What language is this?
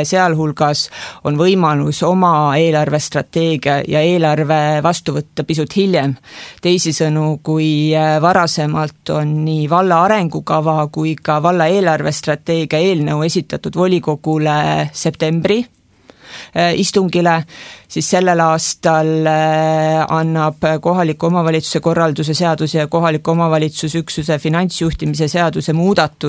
Estonian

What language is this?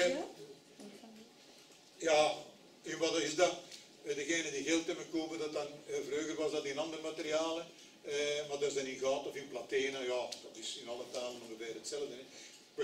Dutch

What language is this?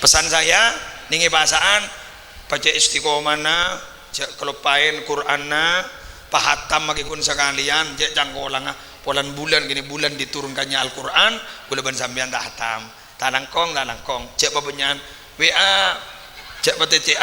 Madurese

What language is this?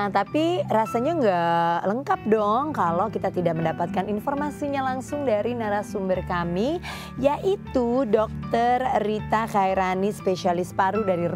Indonesian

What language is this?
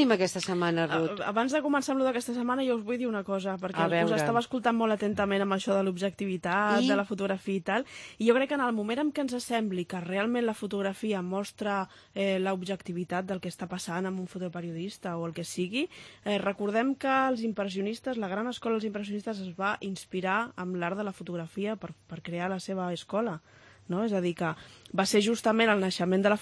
Catalan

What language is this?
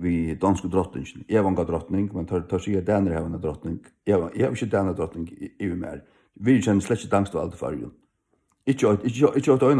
Faroese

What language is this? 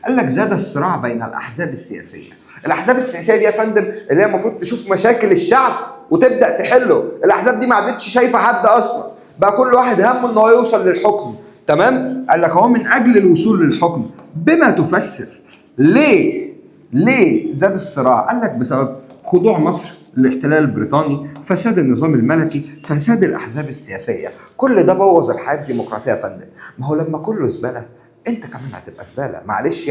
Egyptian Arabic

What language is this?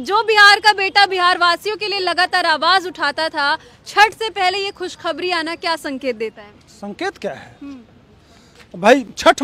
Hindi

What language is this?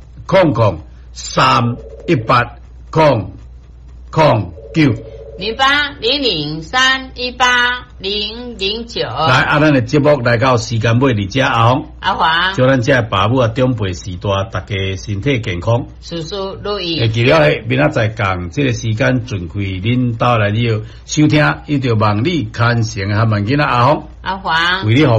Min Nan Chinese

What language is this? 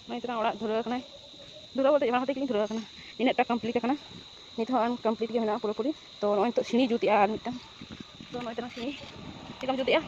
Santali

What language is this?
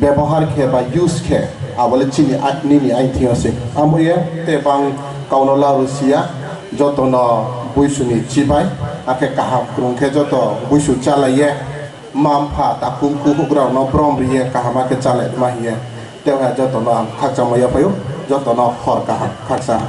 Riang (India)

